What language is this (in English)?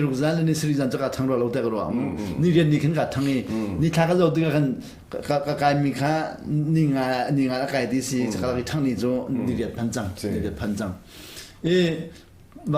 Hakha Chin